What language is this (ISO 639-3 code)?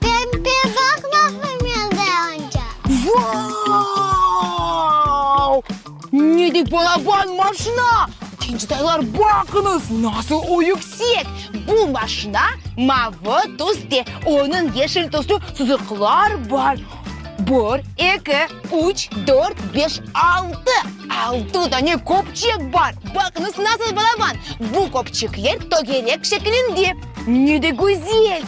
crh